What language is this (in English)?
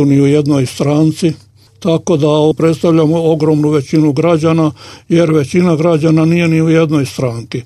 Croatian